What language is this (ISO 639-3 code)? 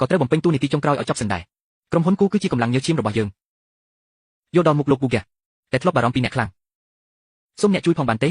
khm